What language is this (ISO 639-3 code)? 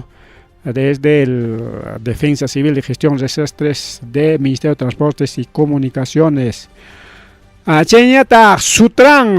quy